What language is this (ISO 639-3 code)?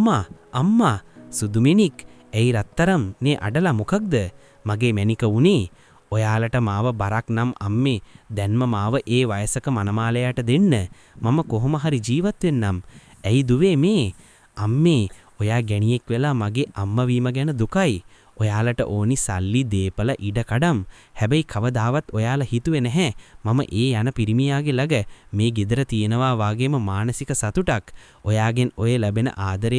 sin